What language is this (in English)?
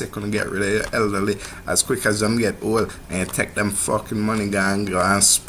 Jamaican Creole English